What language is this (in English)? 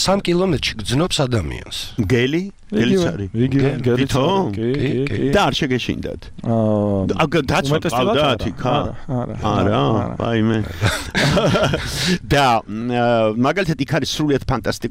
Georgian